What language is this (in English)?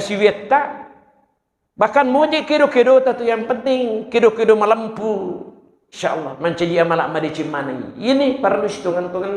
Buginese